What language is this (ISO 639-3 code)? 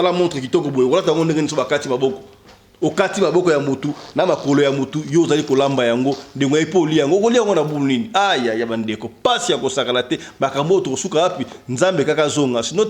lin